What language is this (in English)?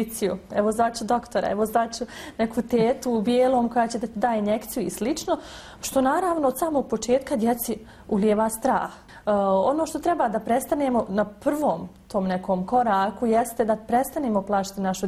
Bosnian